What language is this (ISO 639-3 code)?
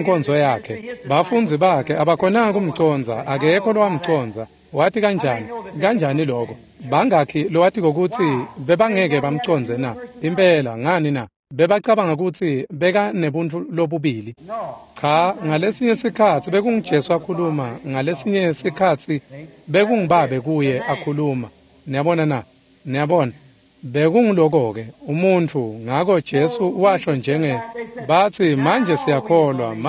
ssw